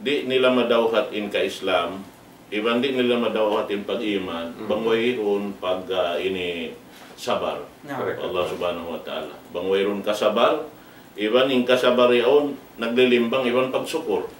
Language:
Tausug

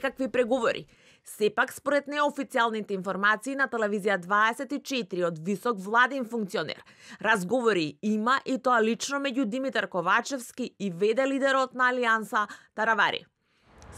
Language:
Macedonian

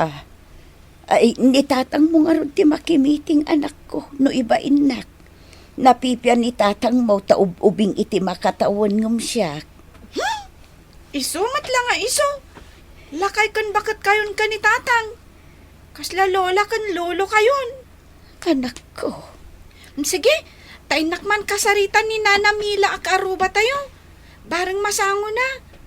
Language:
Iloko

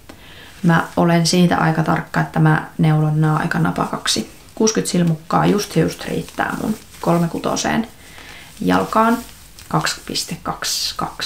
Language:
Finnish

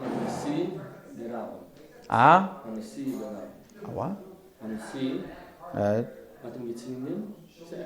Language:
Yiddish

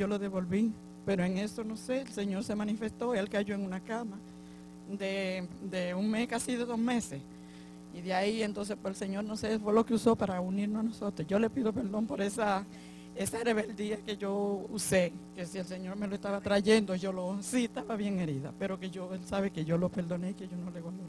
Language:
Spanish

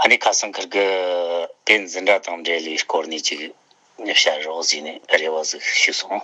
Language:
Tibetan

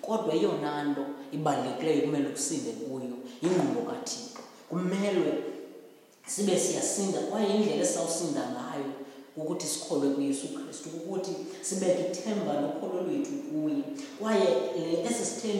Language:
Xhosa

